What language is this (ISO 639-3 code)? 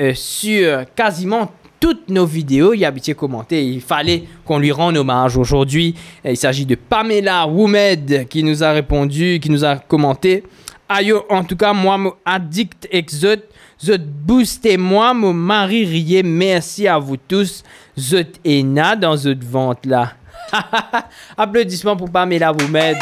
mfe